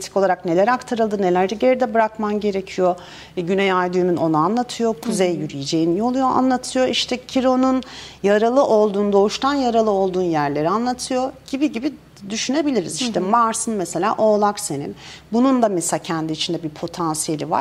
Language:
Turkish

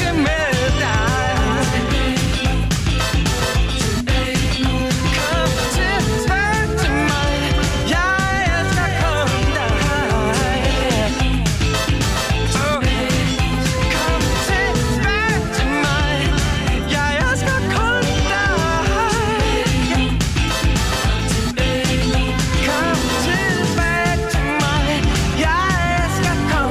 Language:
Danish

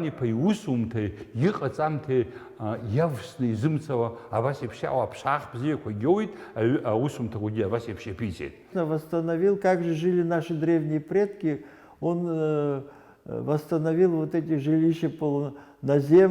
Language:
Abkhazian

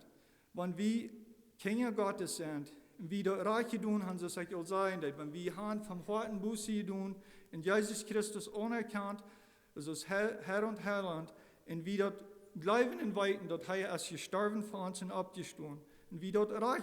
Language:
Plautdietsch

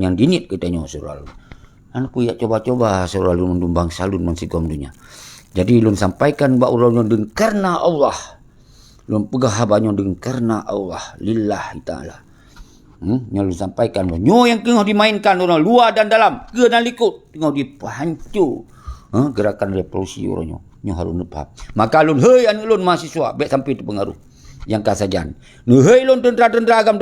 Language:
Achinese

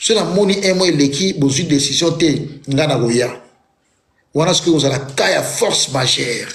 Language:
Lingala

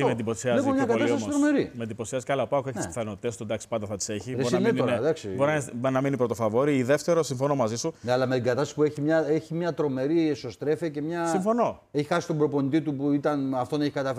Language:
Greek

